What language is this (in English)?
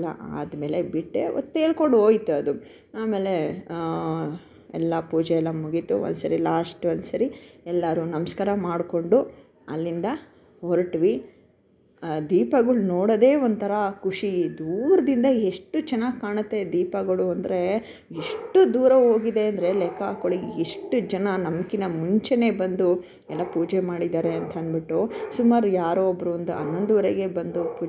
Kannada